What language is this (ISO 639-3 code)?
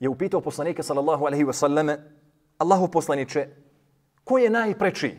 bos